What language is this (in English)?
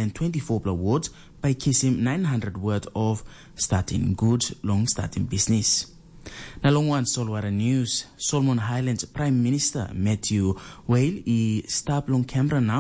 Tok Pisin